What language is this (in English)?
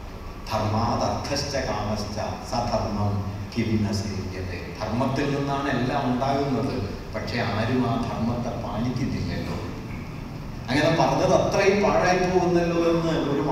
Malayalam